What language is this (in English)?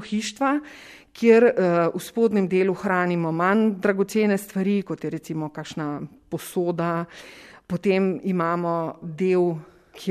Slovenian